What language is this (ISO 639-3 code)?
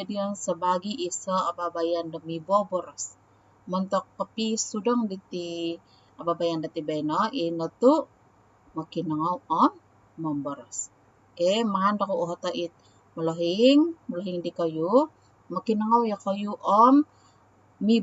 dtp